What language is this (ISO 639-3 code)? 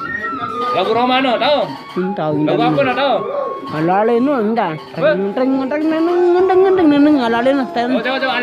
sas